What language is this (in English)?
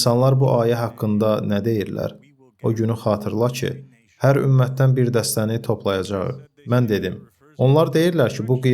Azerbaijani